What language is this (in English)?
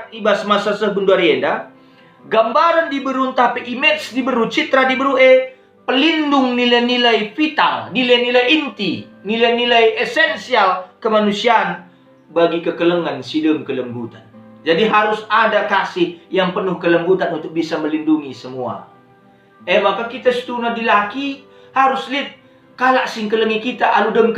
Batak Karo